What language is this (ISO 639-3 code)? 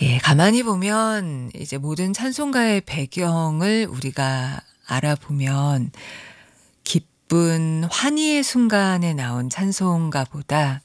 kor